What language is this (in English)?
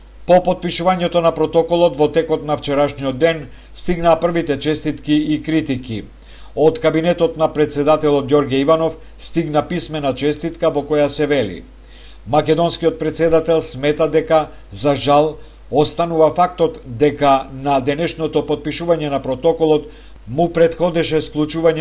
Macedonian